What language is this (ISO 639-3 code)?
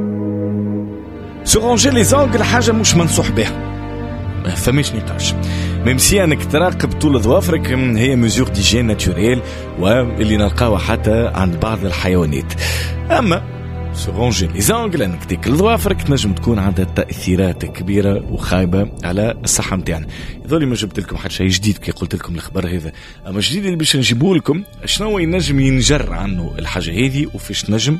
aeb